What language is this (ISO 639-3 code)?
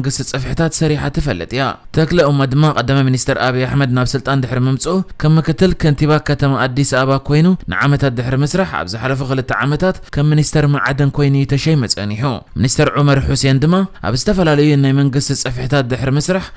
tir